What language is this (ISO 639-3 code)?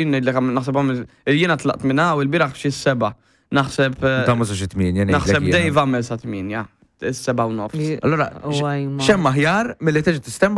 mlt